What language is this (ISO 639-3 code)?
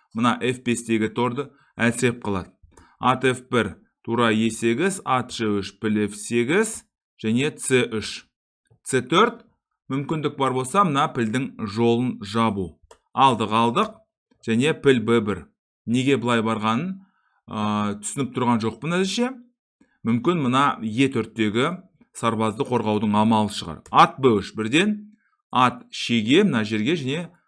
kaz